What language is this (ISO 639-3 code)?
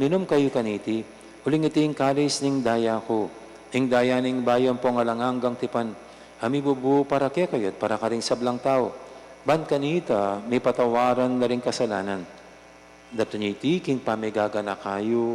pam